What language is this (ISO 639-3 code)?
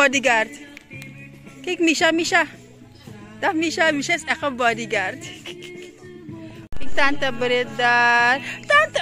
nld